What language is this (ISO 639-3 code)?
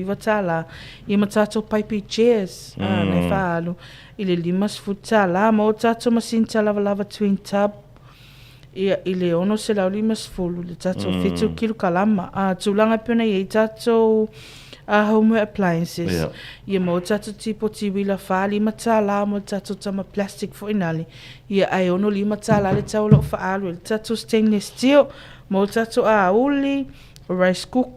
smo